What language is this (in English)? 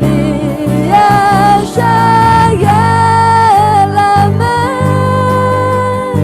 Akha